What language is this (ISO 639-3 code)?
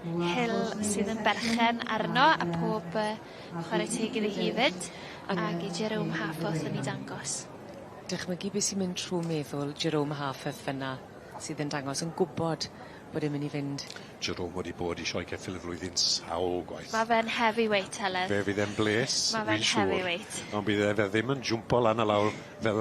cym